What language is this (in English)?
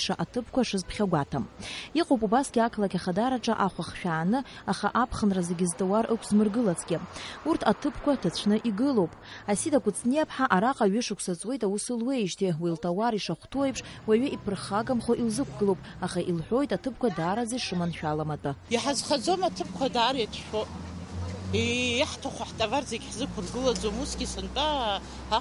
Abkhazian